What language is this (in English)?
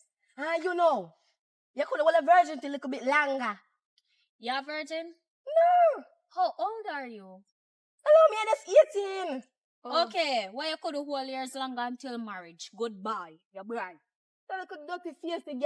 Jamaican Creole English